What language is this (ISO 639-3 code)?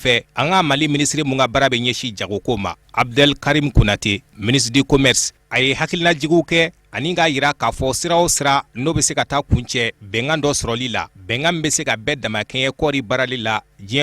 bam